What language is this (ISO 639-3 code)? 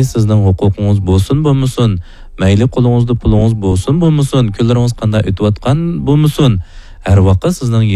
uig